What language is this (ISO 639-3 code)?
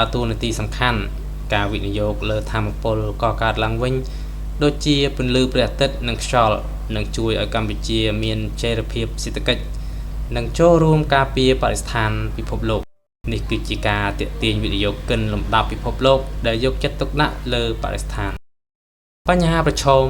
khm